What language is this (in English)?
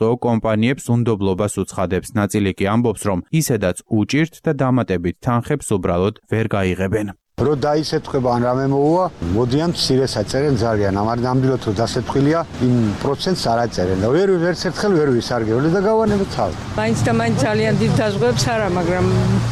Georgian